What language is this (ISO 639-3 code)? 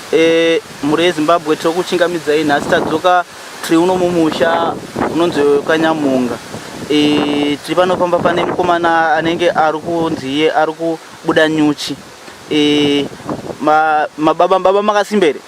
sna